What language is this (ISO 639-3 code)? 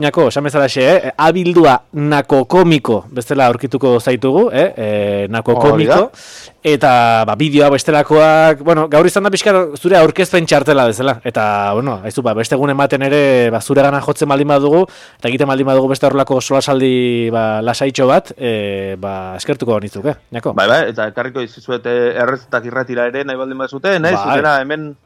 eus